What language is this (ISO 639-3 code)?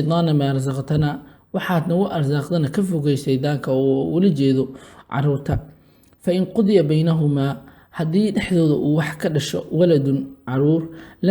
som